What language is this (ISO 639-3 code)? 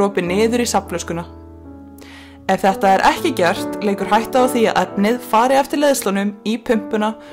isl